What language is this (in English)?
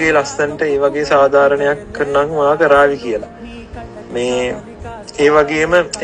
Sinhala